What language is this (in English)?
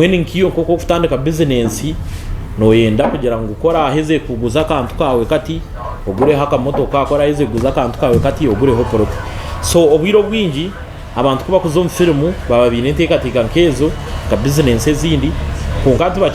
Nyankole